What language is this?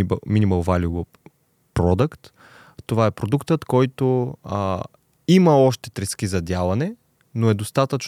Bulgarian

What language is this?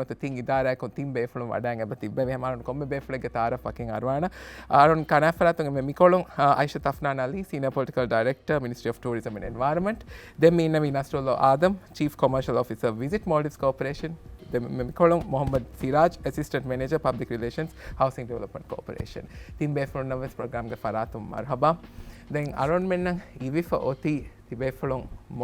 Divehi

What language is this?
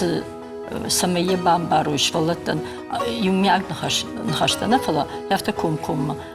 Ossetic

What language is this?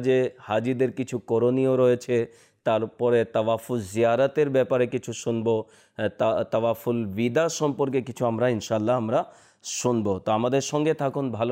Bangla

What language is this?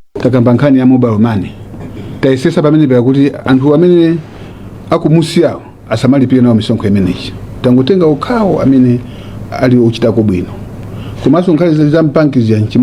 Nyanja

